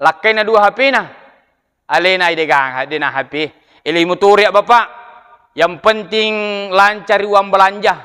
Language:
Buginese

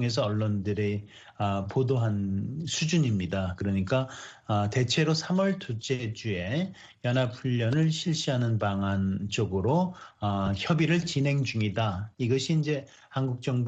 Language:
Korean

